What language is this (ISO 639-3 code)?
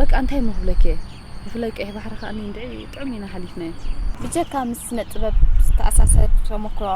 tir